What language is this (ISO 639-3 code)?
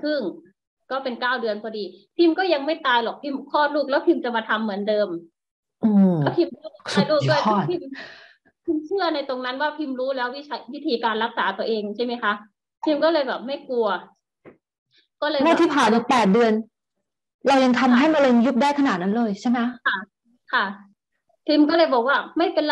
tha